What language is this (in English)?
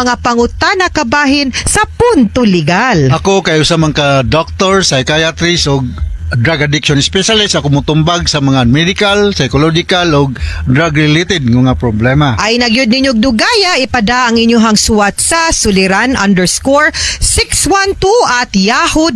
Cebuano